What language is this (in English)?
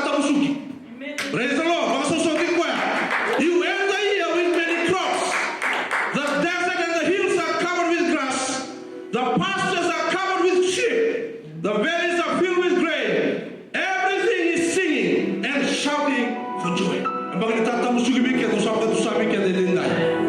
Fijian